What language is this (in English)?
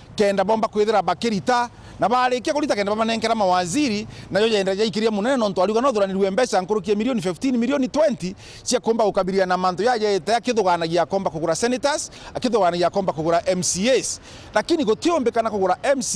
Meru